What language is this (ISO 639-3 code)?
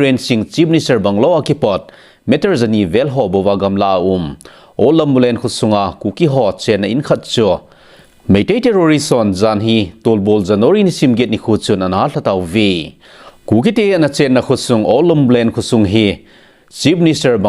tcz